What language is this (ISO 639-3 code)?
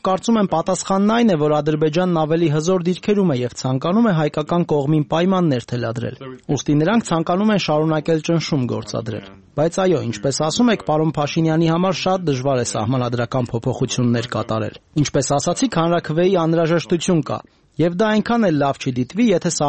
hye